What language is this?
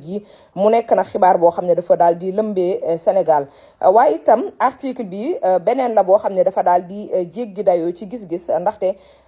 Wolof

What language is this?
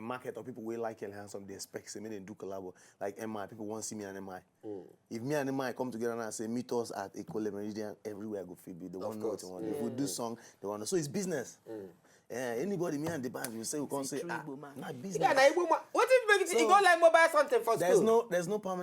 Nigerian Pidgin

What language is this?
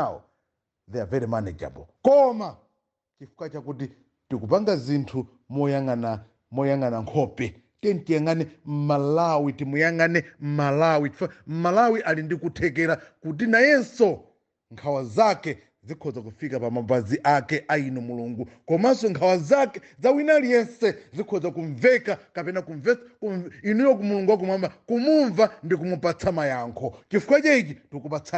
Nyanja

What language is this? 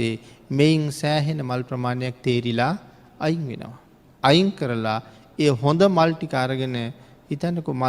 Sinhala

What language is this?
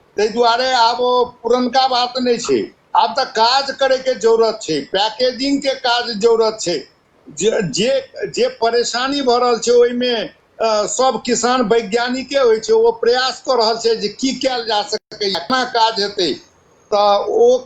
Maithili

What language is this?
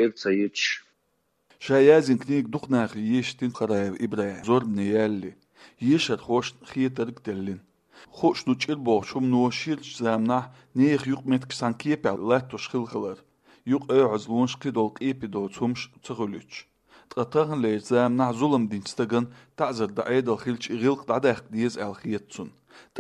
Chechen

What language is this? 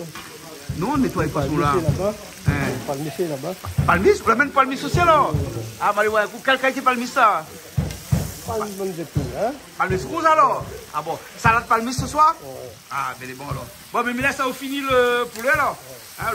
Réunion Creole French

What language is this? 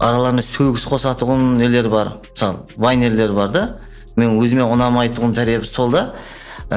Kara-Kalpak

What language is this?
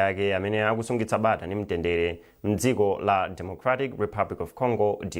Nyanja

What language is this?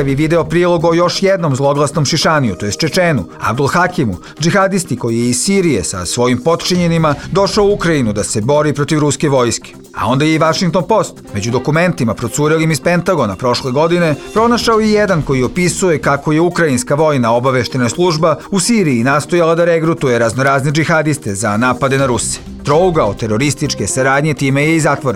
Bosnian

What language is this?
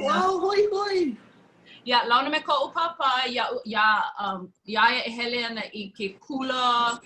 Hawaiian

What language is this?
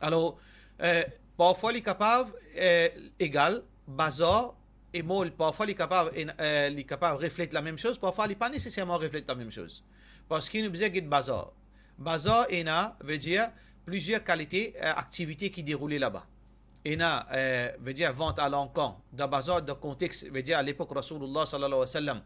Morisyen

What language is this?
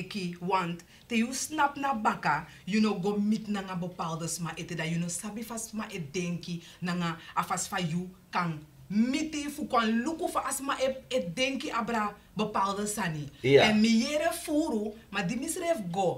Sranan Tongo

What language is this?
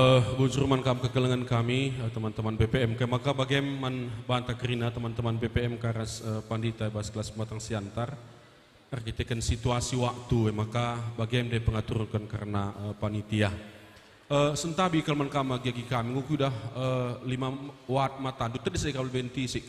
Batak Karo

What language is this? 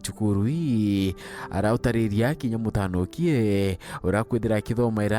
Meru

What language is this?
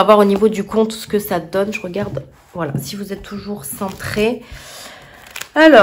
French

